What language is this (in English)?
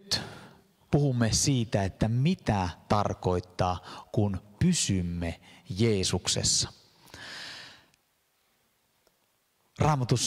Finnish